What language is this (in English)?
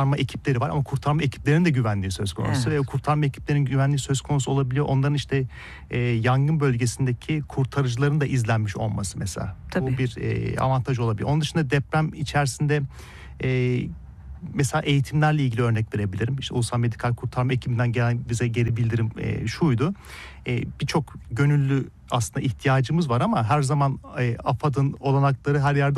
Turkish